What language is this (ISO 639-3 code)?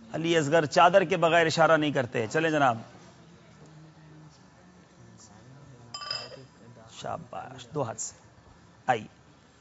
urd